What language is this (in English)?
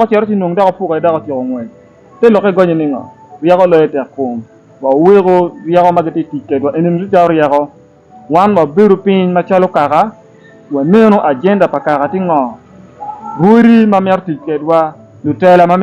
Acoli